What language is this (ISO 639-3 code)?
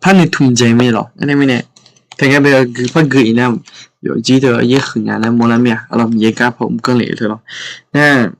ahk